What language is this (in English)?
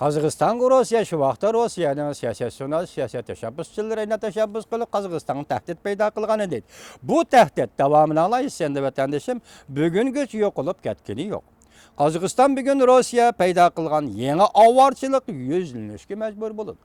Uyghur